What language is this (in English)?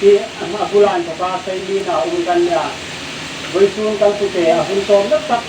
Hmar